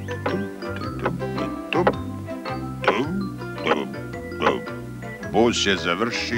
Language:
Croatian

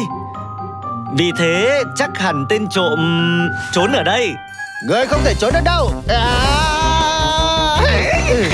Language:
Vietnamese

